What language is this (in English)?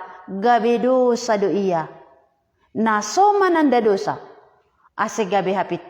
Batak Simalungun